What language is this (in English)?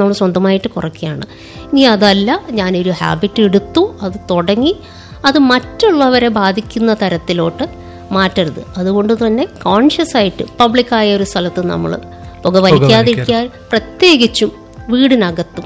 Malayalam